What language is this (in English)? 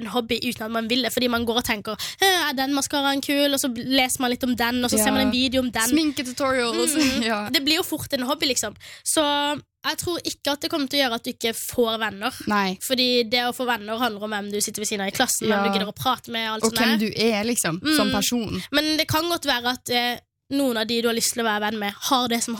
Norwegian